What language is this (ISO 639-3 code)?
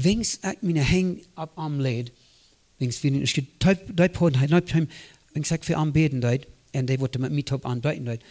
pdt